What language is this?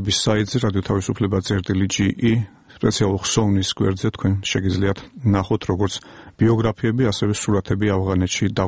Georgian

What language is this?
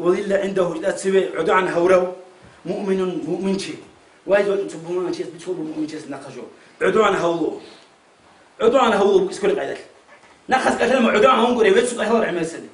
Avaric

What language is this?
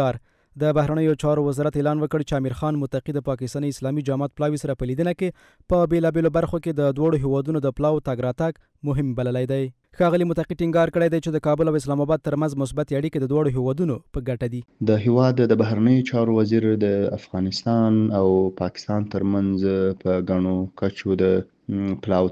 Pashto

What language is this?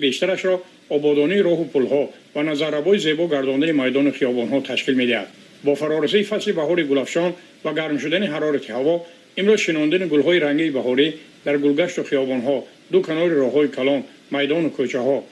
Tajik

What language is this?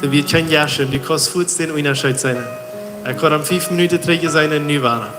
Plautdietsch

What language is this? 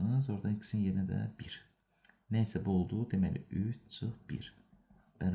Azerbaijani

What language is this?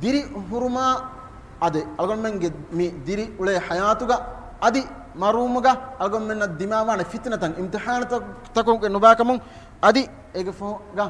Divehi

